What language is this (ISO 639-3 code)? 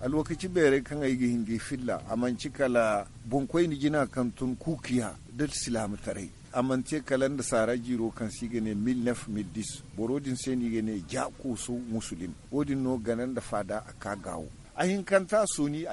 dje